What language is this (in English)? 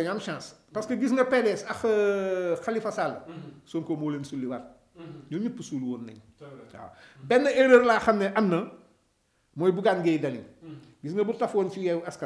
Wolof